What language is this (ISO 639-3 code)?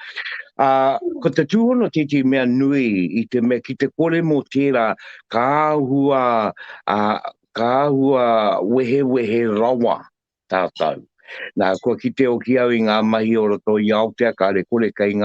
mri